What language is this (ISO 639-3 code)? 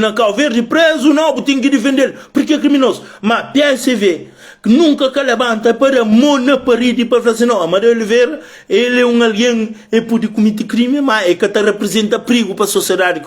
kea